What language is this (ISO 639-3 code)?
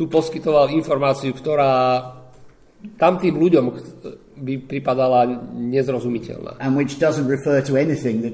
slk